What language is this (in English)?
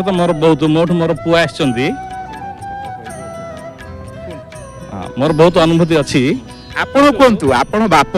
Odia